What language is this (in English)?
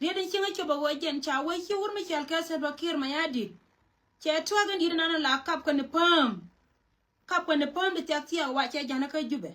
Nuer